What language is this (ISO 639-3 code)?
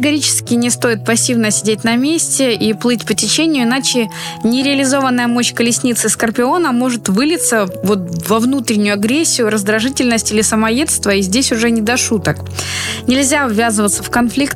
rus